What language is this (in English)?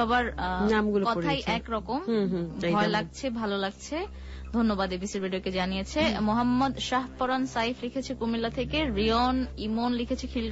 Bangla